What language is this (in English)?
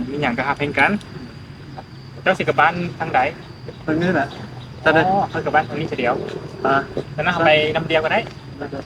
Lao